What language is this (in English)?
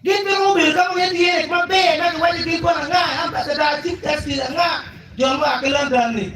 Acoli